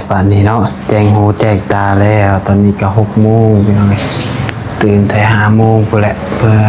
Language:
Northeastern Thai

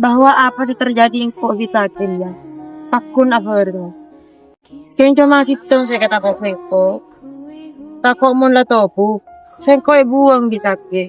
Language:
Madurese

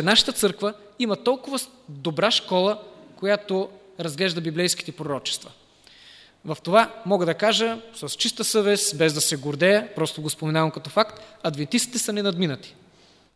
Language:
Bulgarian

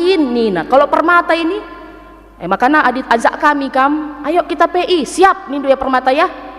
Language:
Batak Karo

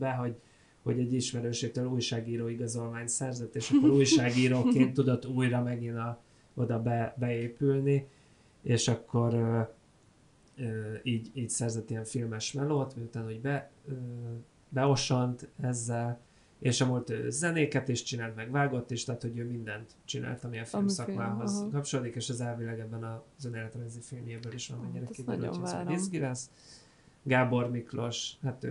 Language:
Hungarian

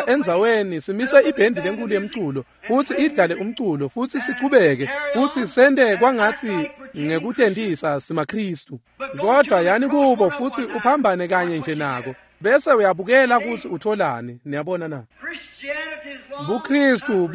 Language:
Swati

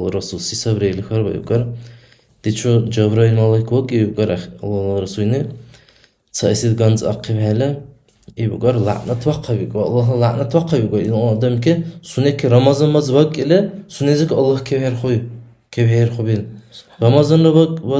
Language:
Dargwa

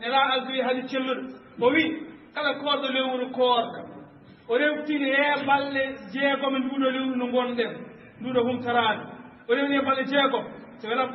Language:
Fula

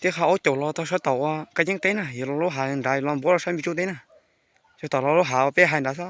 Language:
Hmong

